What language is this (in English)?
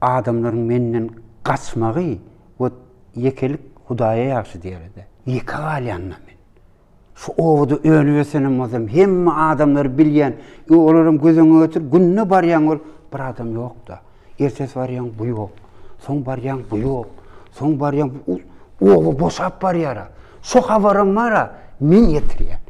Turkmen